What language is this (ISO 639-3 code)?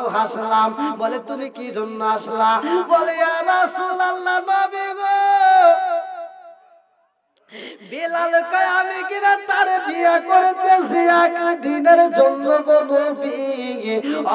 ben